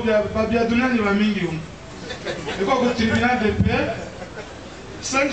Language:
Swahili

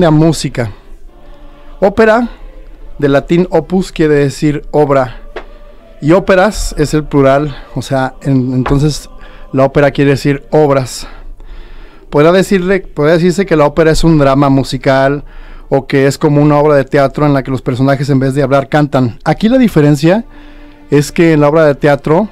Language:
Spanish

